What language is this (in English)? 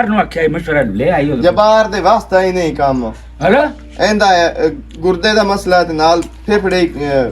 Western Panjabi